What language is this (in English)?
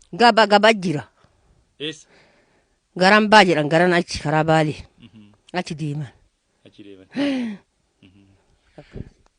Oromo